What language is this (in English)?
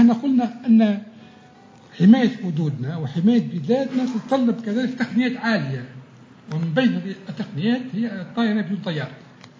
Tunisian Arabic